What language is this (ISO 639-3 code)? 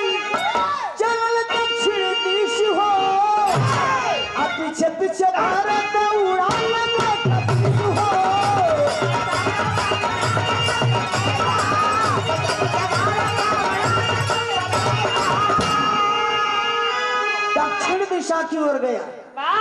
bho